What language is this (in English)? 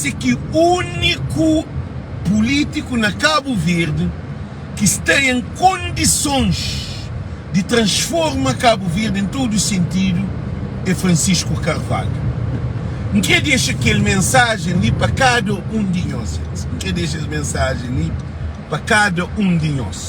Kabuverdianu